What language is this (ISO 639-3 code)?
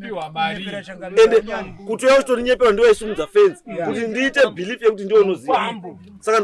sna